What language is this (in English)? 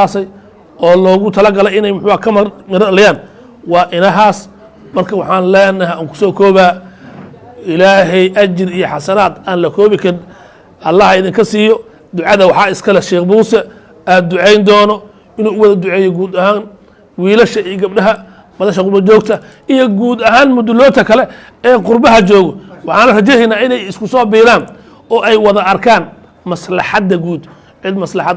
Somali